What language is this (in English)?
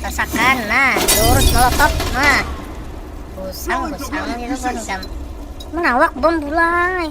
Banjar